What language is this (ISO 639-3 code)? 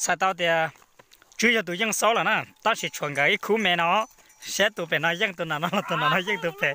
hmn